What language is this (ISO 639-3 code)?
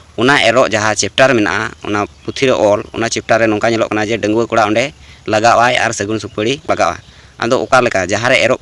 sat